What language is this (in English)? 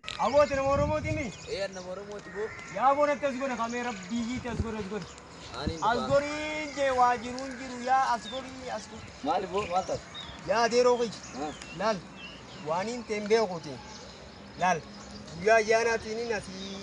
Oromo